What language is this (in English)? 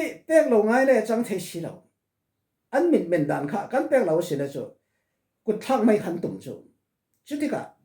Falam Chin